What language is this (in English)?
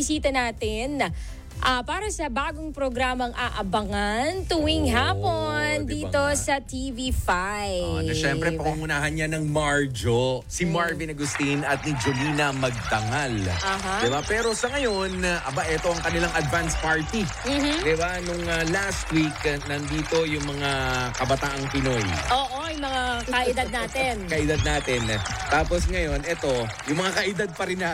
Filipino